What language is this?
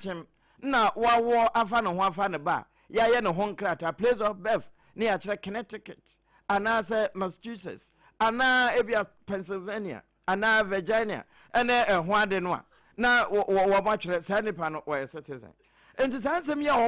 Akan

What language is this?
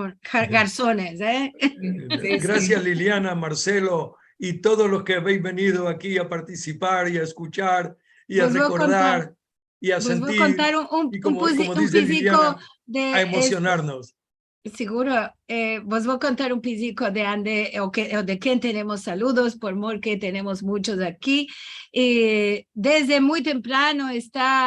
Ladino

